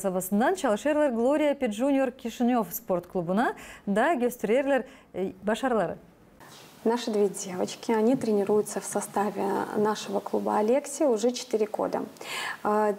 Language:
Gagauz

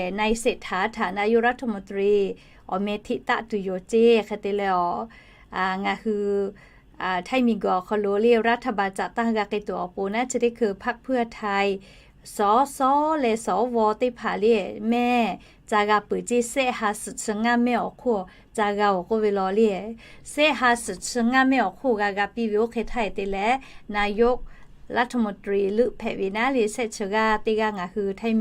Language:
Lahu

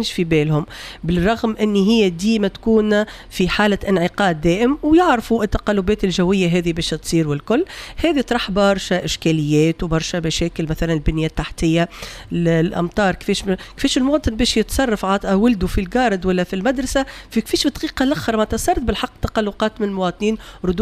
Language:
Tunisian Arabic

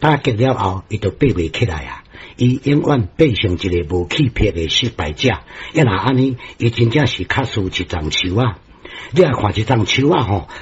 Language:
Min Nan Chinese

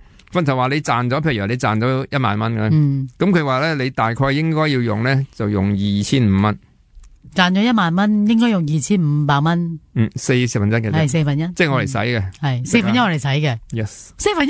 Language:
Cantonese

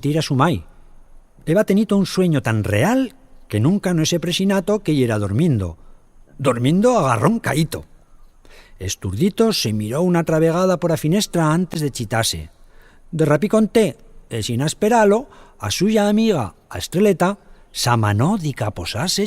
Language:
Aragonese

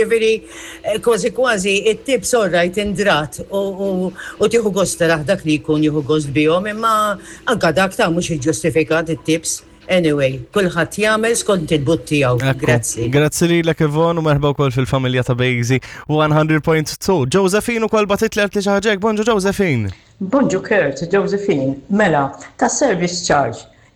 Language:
Maltese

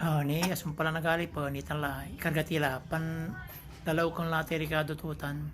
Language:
Pangasinan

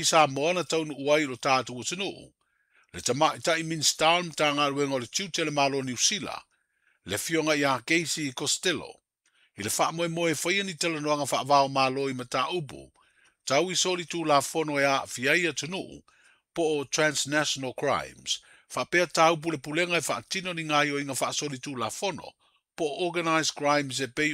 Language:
Samoan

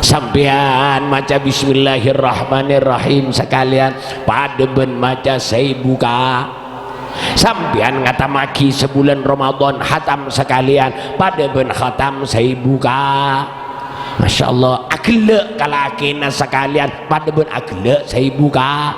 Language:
Madurese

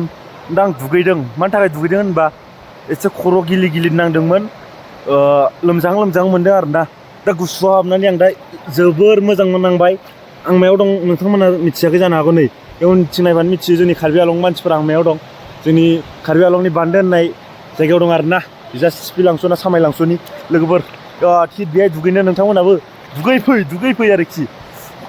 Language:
Bodo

